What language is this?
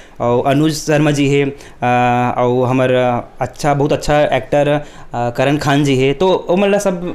Chhattisgarhi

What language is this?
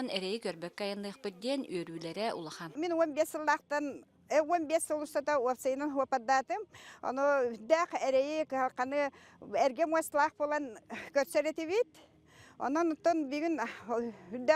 Yakut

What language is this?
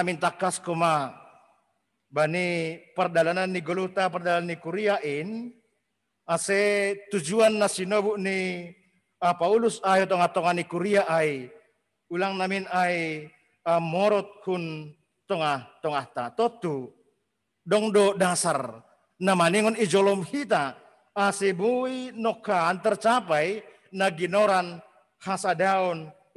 Batak Simalungun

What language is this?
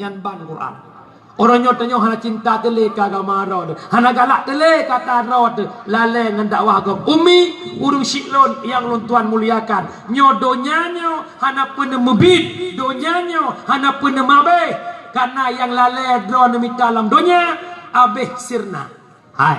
Achinese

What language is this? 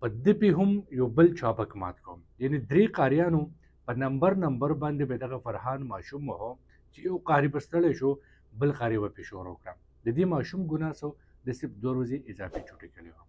Pashto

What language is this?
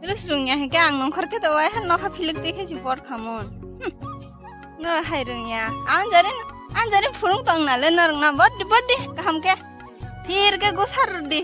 Kok Borok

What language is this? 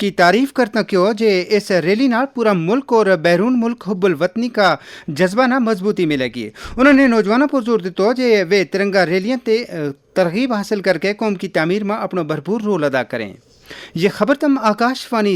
Gujari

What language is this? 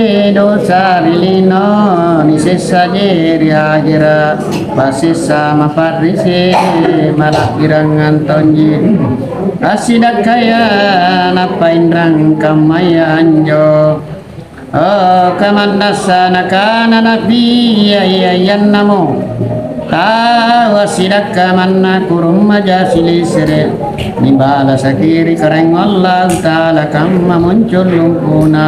Makasar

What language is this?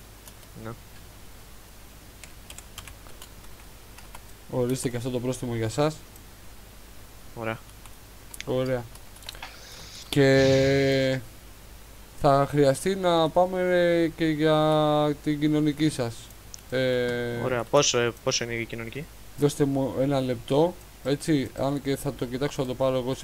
Greek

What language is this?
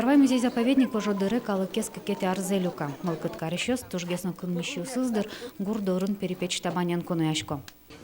Udmurt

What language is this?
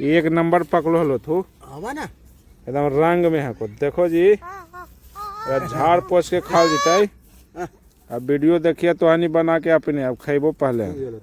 Magahi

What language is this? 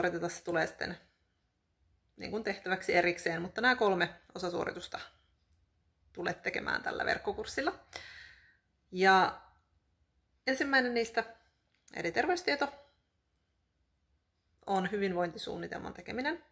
Finnish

